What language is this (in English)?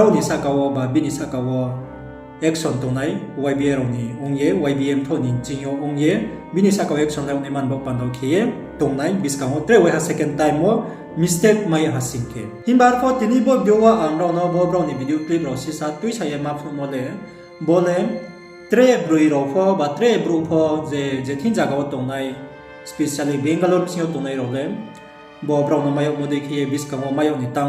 Riang (India)